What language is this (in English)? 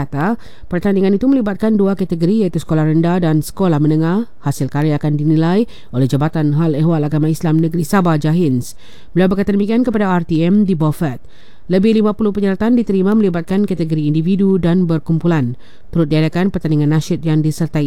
Malay